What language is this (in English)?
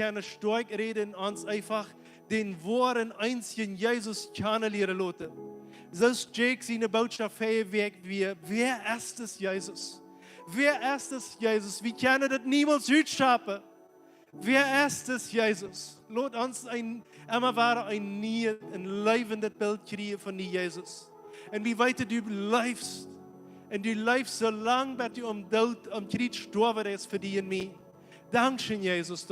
Plautdietsch